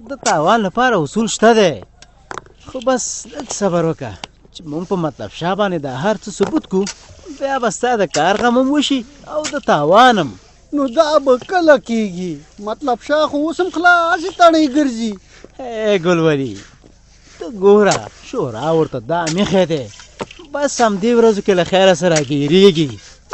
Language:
Pashto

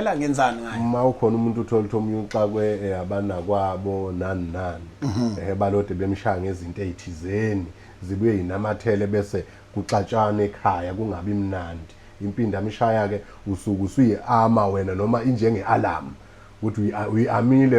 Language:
Zulu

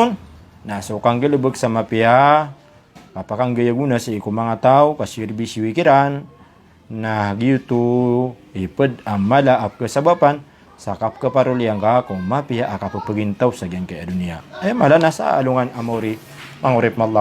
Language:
Maranao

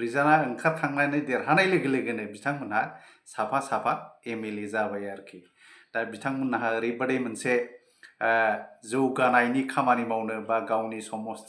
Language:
Bodo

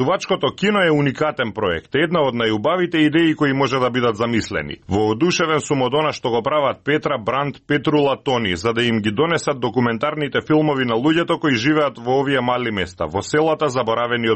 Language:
Macedonian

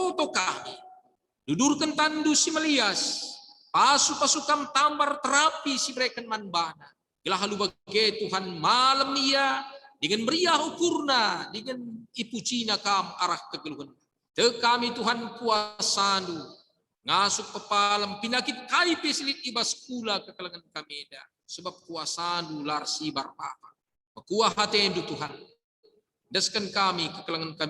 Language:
Batak Karo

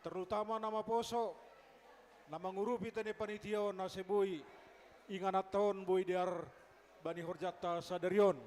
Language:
Batak Simalungun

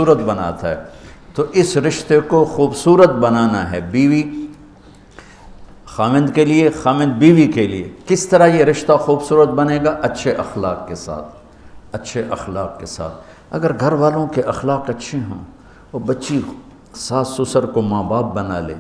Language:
Urdu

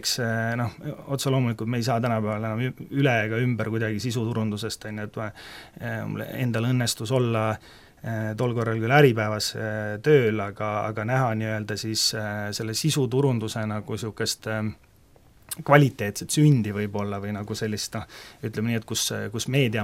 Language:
Estonian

